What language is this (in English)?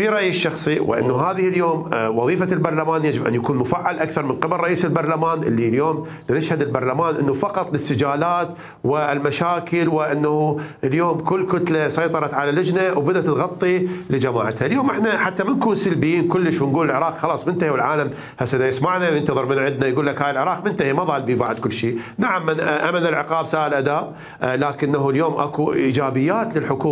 Mesopotamian Arabic